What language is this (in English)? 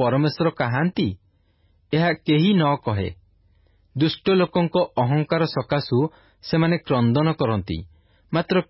Odia